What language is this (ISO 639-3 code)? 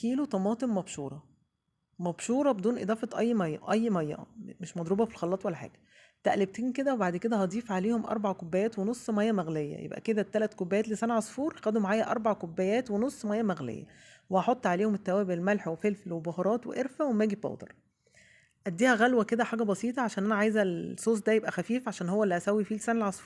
arz